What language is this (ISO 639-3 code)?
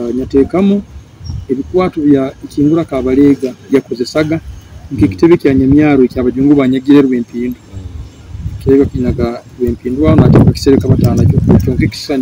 nyo